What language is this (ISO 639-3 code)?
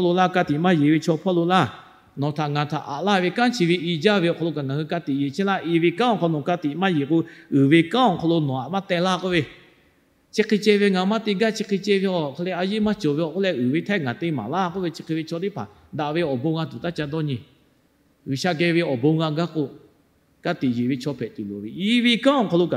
lhu